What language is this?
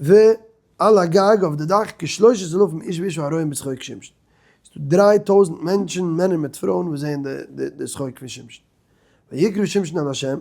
Yiddish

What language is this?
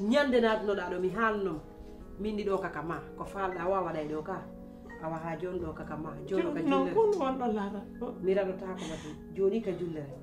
Pular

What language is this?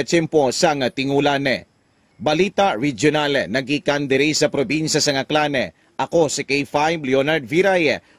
Hiligaynon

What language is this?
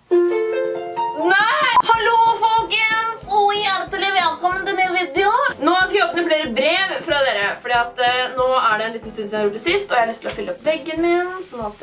Norwegian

